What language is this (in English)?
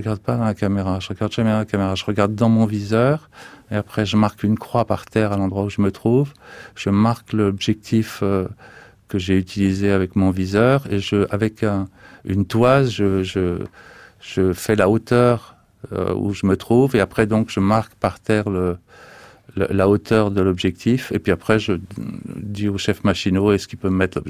French